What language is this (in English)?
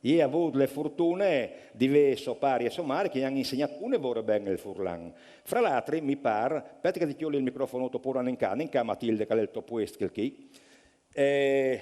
Friulian